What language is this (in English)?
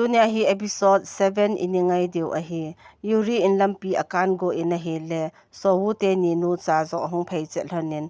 Thado Chin